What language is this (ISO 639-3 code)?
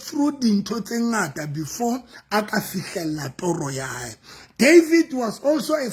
sot